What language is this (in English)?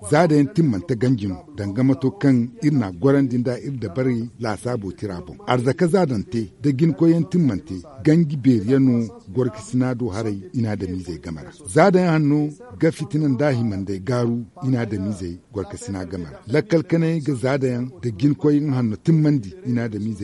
Zarma